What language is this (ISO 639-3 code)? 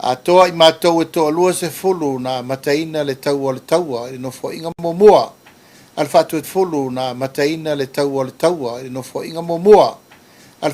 smo